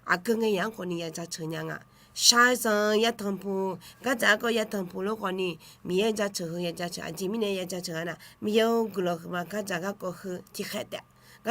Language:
Akha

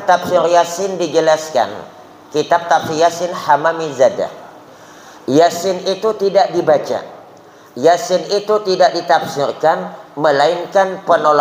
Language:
Banjar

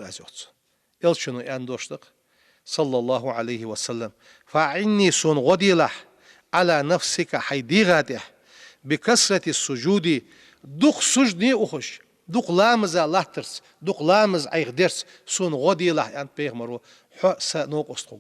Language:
Ingush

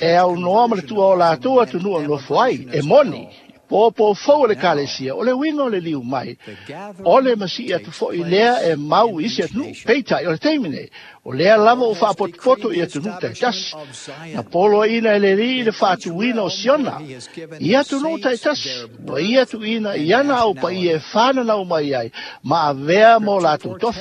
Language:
Samoan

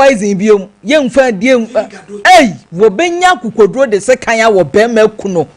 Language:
Akan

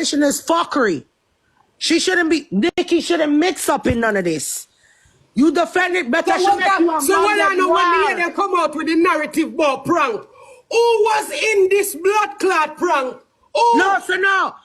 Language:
Jamaican Creole English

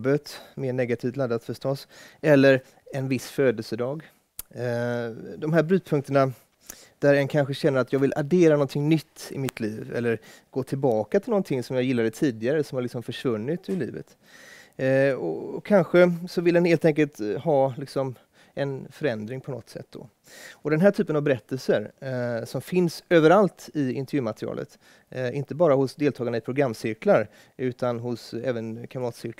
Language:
Swedish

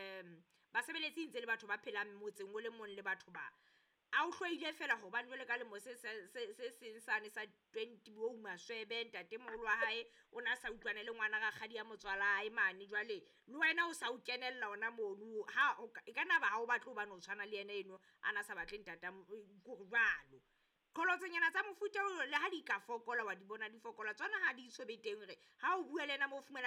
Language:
Southern Sotho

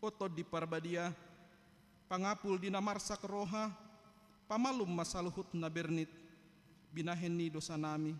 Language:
Batak Toba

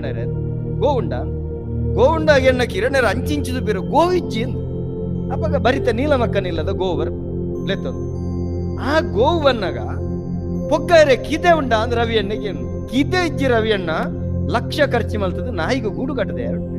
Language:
Tulu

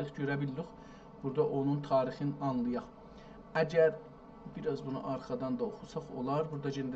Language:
South Azerbaijani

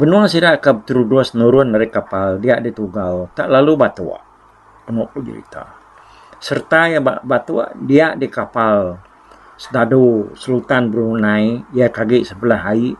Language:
Iban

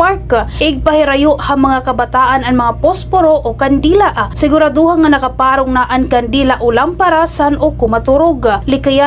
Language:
Waray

